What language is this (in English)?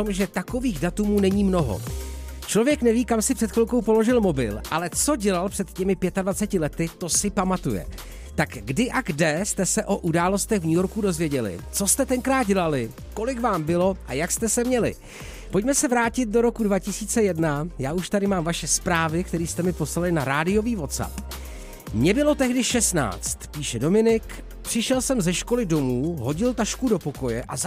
Czech